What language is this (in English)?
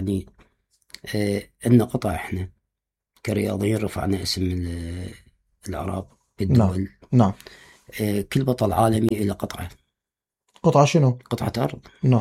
Mesopotamian Arabic